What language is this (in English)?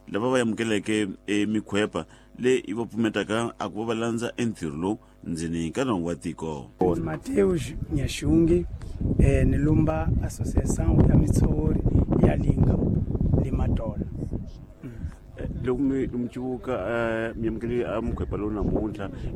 Tsonga